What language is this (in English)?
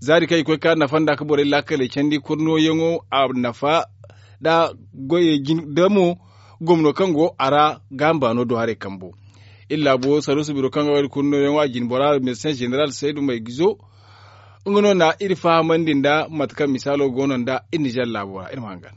Zarma